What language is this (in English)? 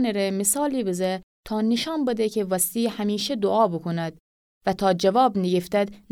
Gilaki